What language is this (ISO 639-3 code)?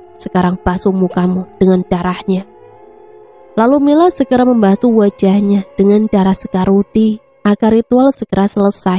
ind